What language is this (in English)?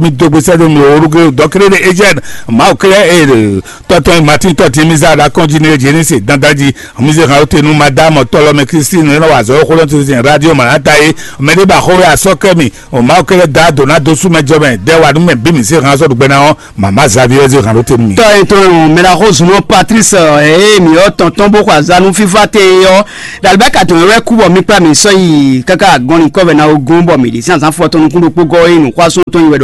Fon